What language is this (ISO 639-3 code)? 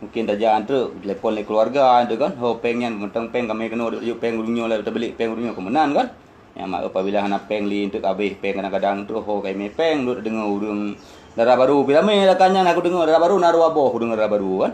ace